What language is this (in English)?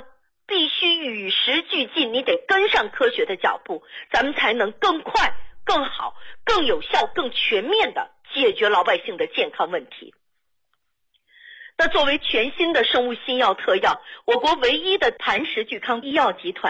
Chinese